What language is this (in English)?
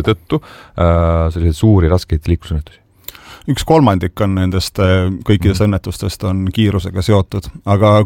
Estonian